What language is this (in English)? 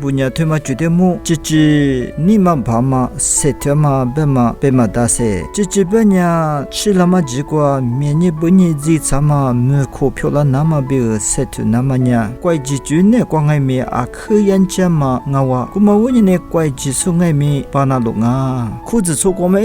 Lisu